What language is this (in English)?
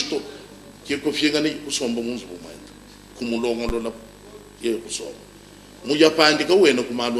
Luba-Lulua